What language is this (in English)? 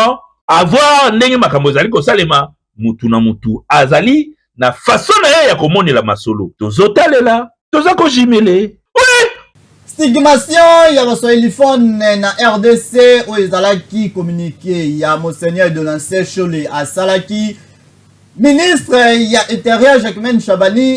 Lingala